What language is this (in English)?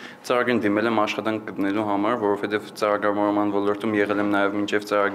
Armenian